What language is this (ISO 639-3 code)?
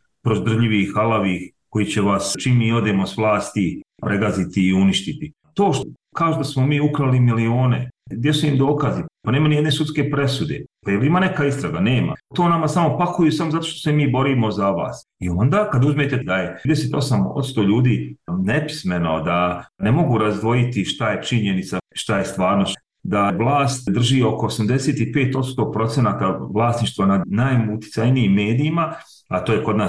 bos